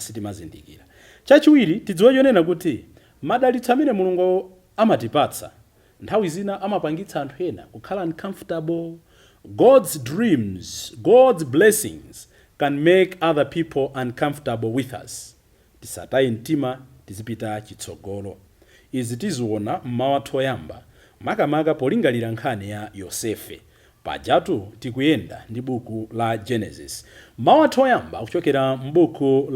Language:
Nyanja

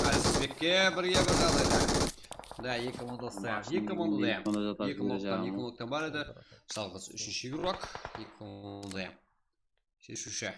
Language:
Kara-Kalpak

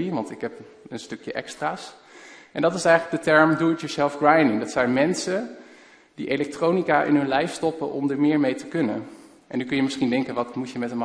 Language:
Dutch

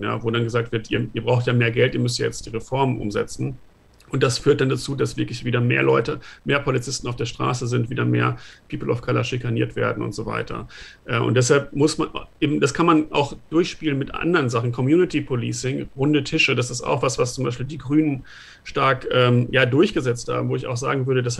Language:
German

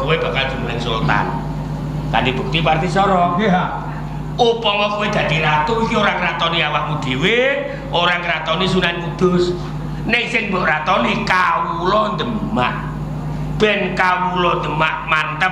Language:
Javanese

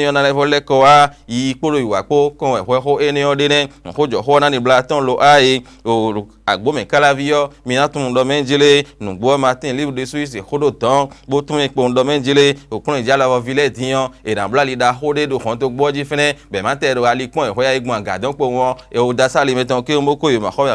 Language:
Fon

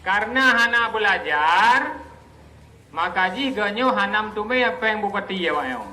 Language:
Achinese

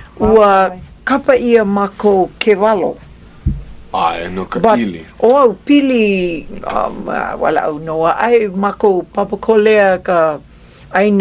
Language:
Hawaiian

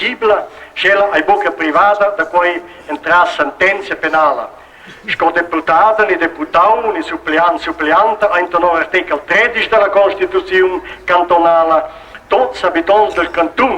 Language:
Romansh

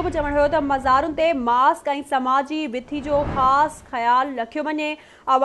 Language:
Sindhi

